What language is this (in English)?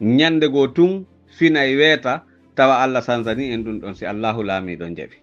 Pular